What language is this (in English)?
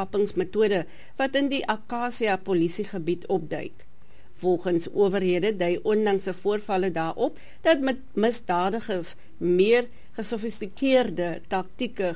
Afrikaans